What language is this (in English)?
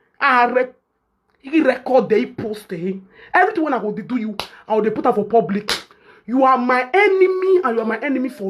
Nigerian Pidgin